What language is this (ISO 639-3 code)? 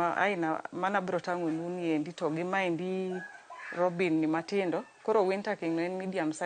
luo